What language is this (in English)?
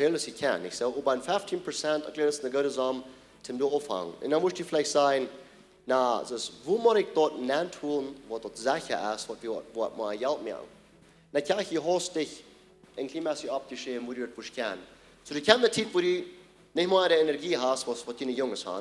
Plautdietsch